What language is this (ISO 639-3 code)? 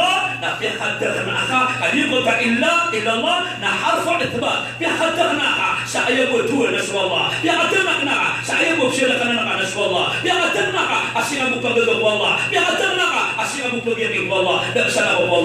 mrw